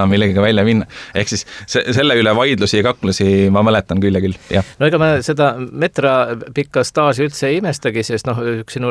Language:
Estonian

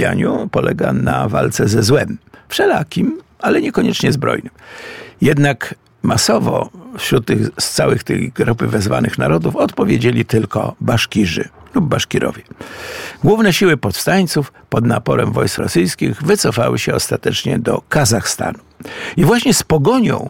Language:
Polish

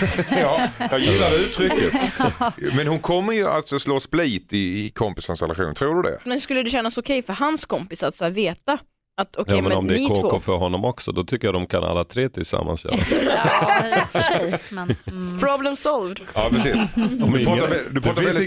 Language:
Swedish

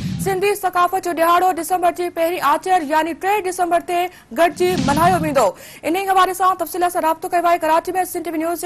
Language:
Sindhi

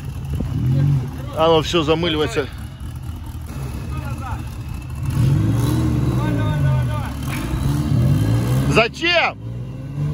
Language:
Russian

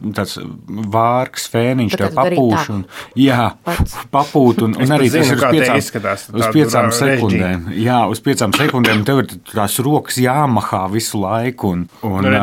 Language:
Latvian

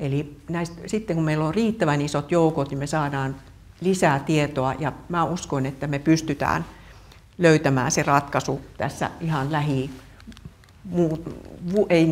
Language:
Finnish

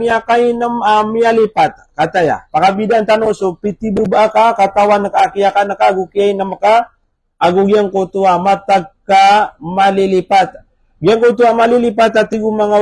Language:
Maranao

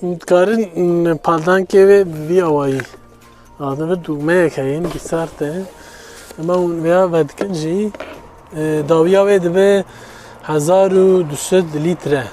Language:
Kurdish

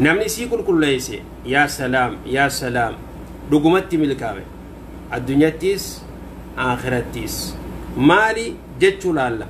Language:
Oromo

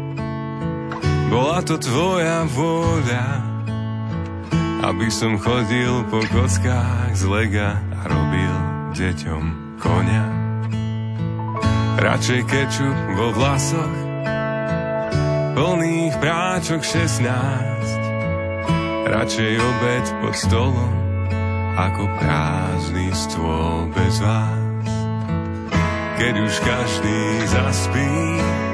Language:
Slovak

